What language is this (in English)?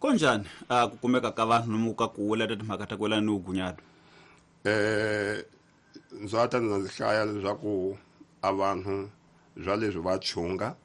Tsonga